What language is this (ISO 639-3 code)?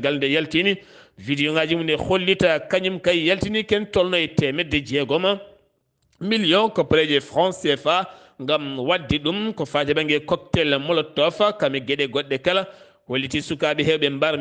ful